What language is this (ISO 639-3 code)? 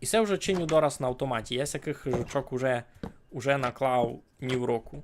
rue